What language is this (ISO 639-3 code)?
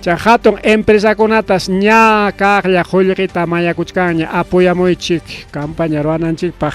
quy